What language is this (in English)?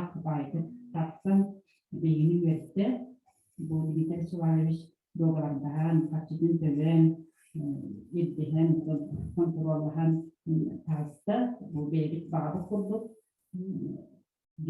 Yakut